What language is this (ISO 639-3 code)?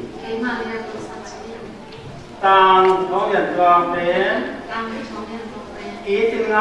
ctd